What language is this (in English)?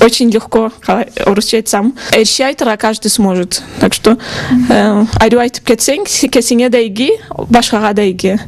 Karachay-Balkar